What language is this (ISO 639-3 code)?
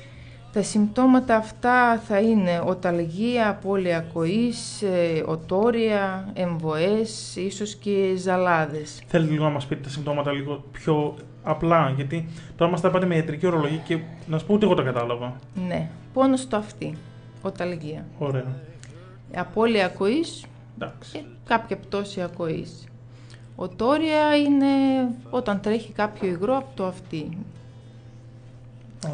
ell